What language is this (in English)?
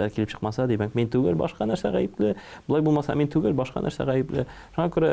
Tatar